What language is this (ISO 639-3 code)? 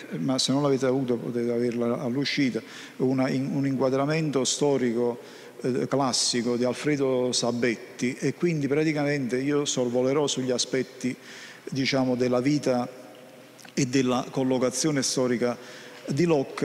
ita